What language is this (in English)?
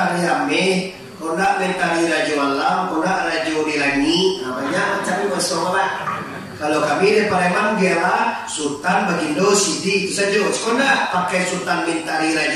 Minangkabau